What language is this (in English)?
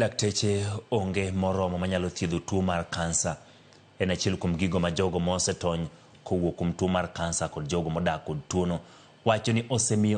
Luo (Kenya and Tanzania)